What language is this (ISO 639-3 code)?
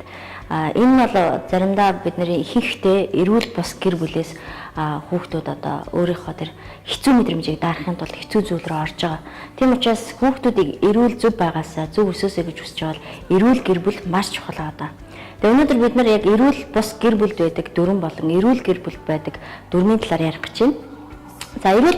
mon